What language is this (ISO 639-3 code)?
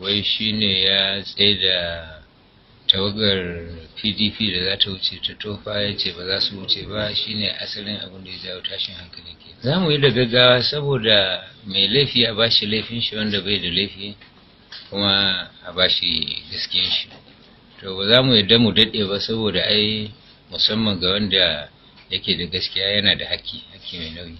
hau